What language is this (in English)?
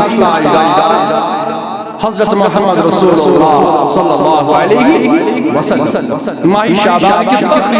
Kashmiri